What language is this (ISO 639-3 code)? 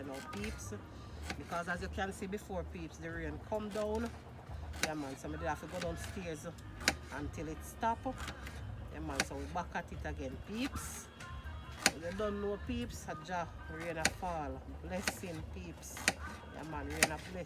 jam